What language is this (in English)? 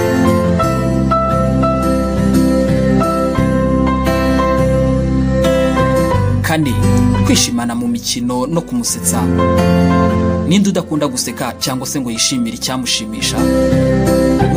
Kinyarwanda